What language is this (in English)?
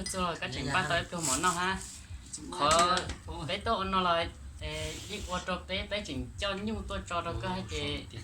Hmong